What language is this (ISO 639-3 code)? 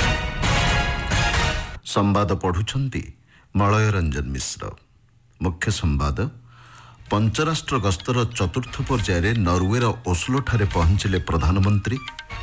ori